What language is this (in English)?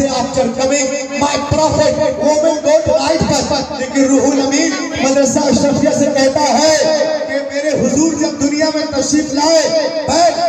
Urdu